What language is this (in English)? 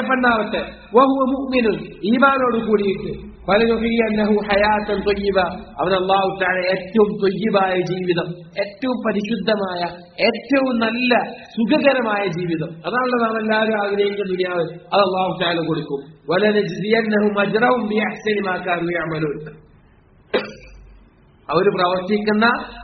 Malayalam